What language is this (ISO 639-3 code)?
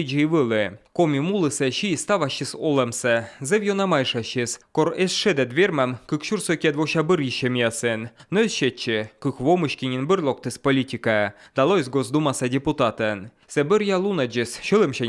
kom